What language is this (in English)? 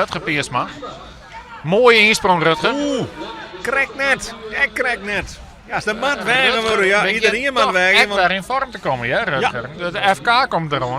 Western Frisian